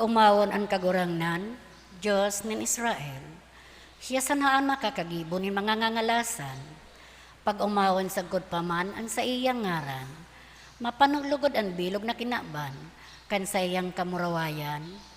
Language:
Bikol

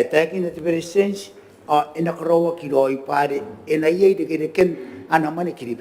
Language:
Gilbertese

